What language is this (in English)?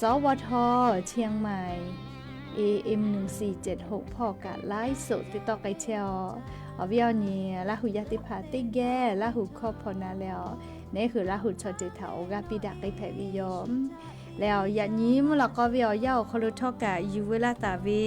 Lahu